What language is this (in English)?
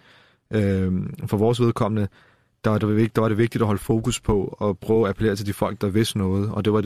Danish